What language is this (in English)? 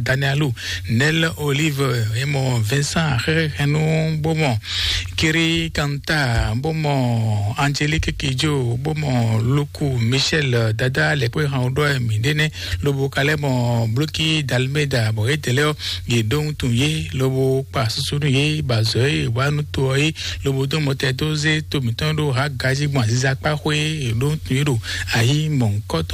Fon